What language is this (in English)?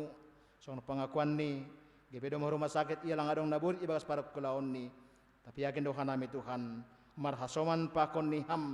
Batak Simalungun